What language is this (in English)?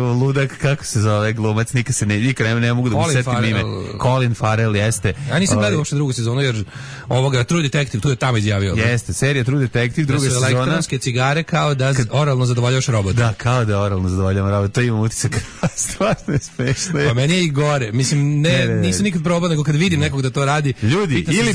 Serbian